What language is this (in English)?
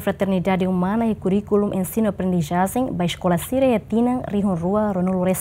Tetum